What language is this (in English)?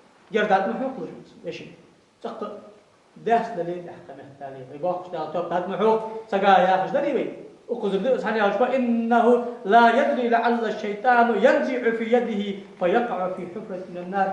Ingush